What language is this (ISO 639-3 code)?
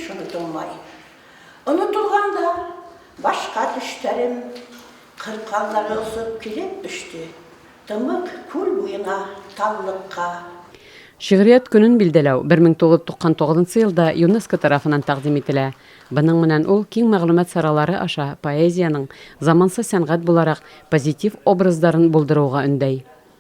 bak